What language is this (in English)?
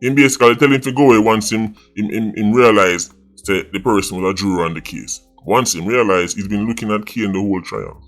Jamaican Creole English